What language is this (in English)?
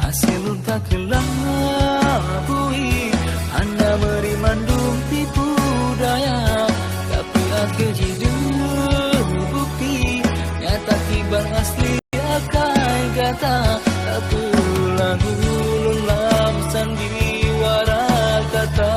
Achinese